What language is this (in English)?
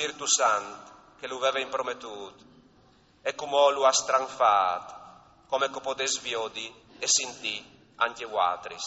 Friulian